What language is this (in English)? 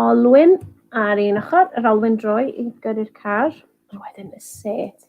Welsh